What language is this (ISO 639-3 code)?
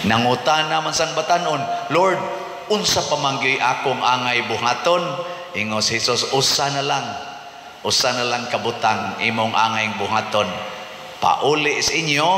ceb